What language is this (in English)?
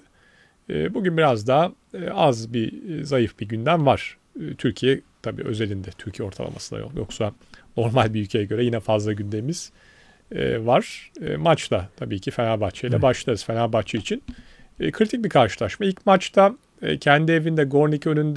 Turkish